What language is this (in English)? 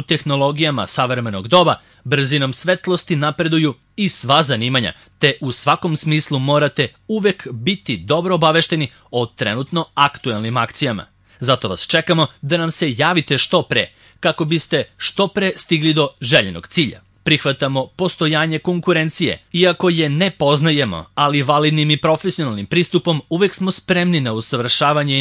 Serbian